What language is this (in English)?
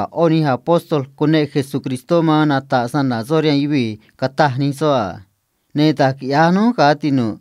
Copala Triqui